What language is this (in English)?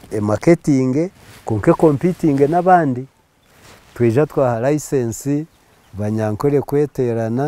Nyankole